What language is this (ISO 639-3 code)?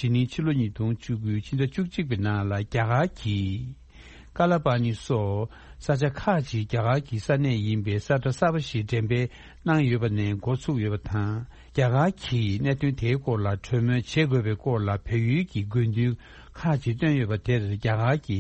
bod